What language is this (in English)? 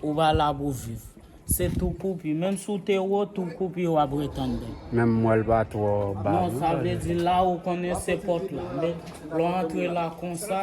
Haitian Creole